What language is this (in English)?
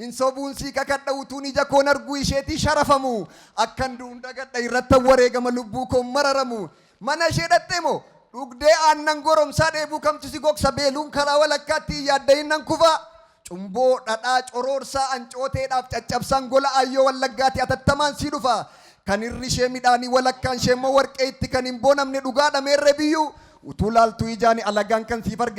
Oromo